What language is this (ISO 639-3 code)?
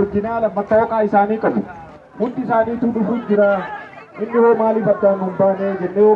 orm